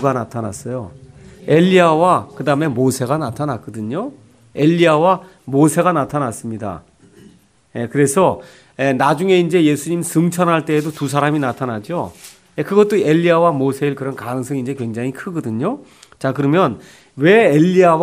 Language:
Korean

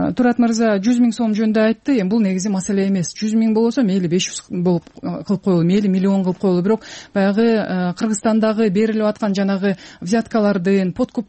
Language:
Kyrgyz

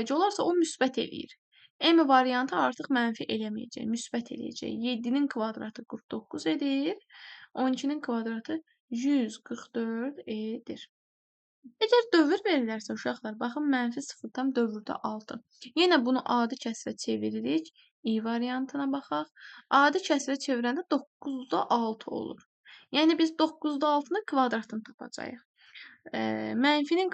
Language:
Azerbaijani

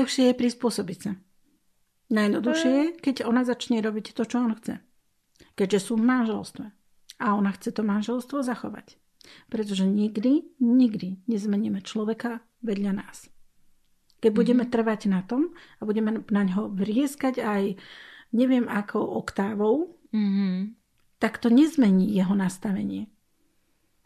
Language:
Slovak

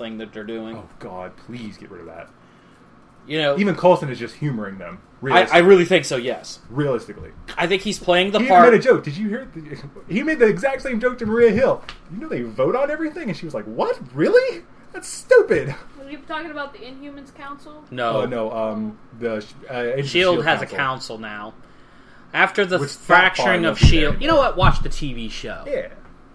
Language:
English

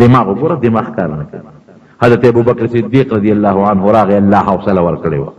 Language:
Pashto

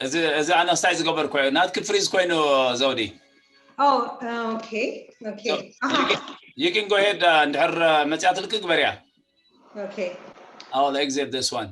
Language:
Tigrinya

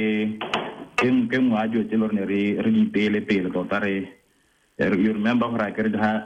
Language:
Tswana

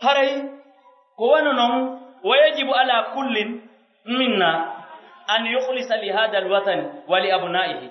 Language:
Pular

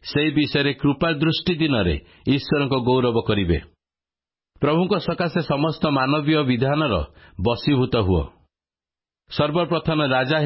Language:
Odia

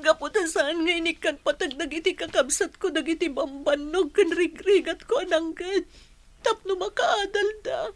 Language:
Iloko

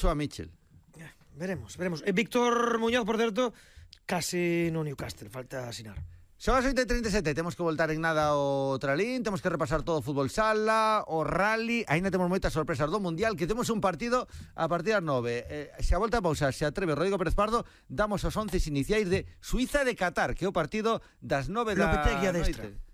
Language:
Galician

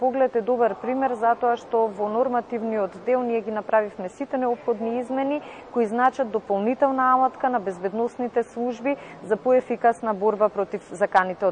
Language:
Macedonian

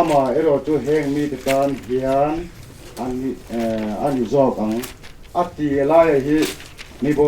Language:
Mizo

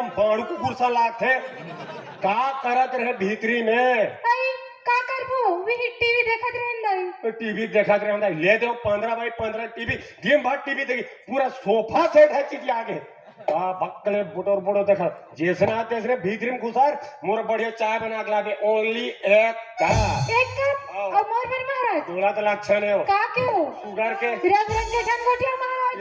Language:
Chhattisgarhi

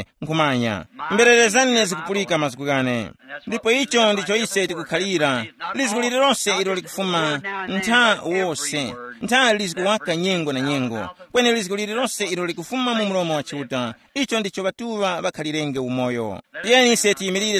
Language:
Tumbuka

